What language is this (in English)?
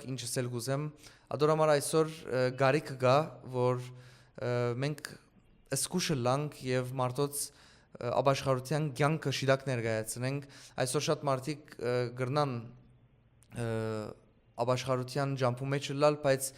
Western Armenian